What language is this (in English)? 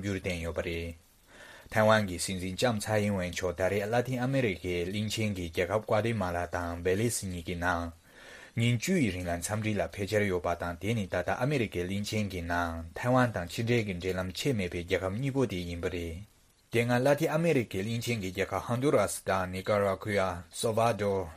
Tibetan